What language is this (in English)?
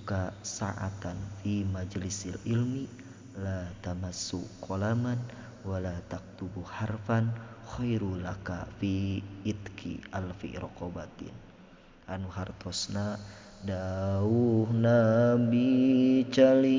Sundanese